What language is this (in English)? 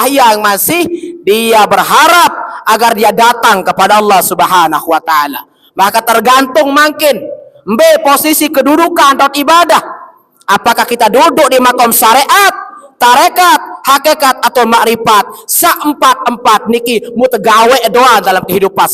Sasak